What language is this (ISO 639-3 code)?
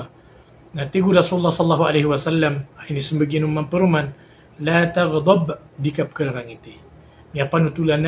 mrw